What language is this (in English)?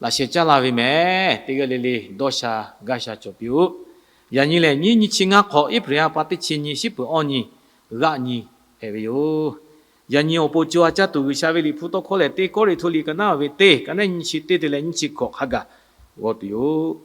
Lahu